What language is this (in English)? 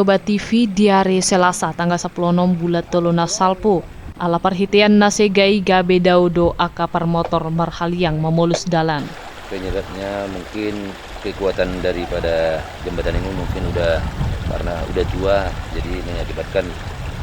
Batak Toba